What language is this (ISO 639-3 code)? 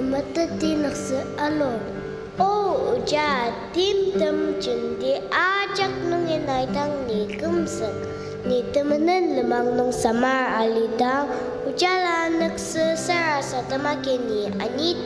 njo